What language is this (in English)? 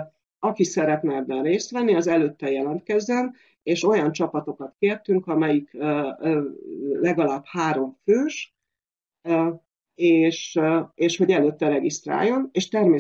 Hungarian